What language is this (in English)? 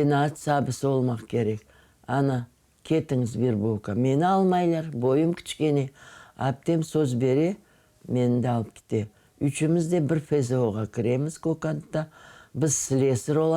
Crimean Tatar